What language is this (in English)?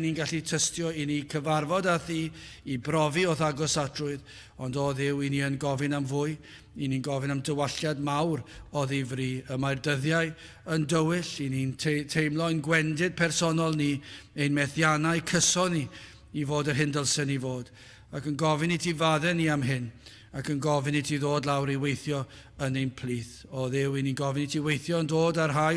Welsh